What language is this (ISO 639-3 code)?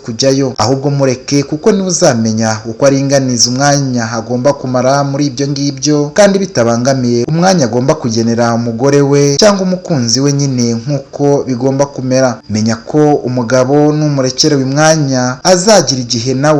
kin